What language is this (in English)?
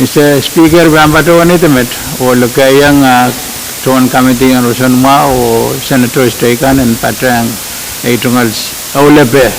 Pohnpeian